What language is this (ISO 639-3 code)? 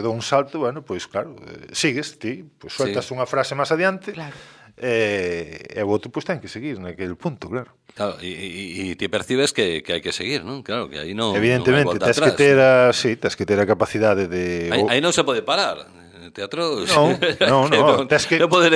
glg